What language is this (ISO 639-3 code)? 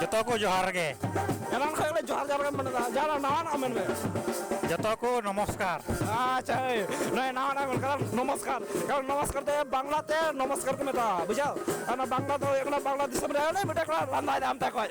sat